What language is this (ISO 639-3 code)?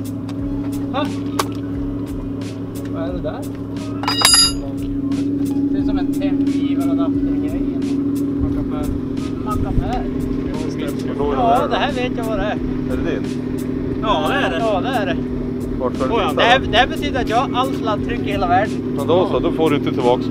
swe